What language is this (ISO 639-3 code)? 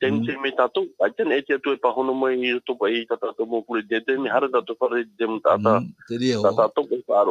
tah